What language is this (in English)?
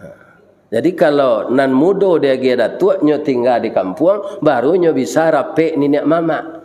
Minangkabau